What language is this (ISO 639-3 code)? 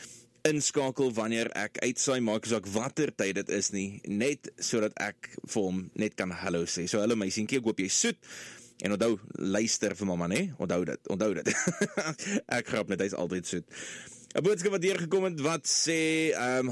afr